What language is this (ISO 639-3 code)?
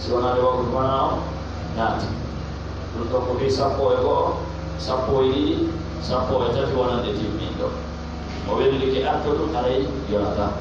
ful